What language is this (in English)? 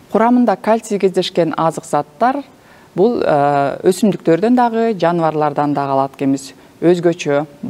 Kyrgyz